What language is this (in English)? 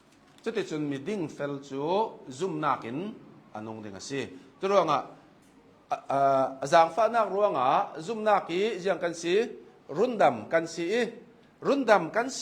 Hakha Chin